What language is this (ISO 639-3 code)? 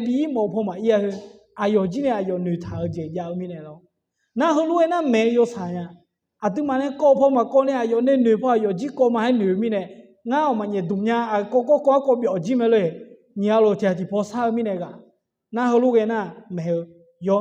ahk